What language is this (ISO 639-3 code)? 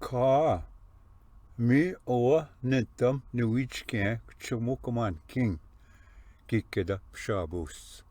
oji